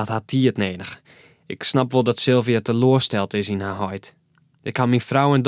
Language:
Western Frisian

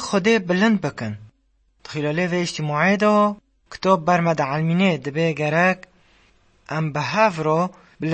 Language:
Kurdish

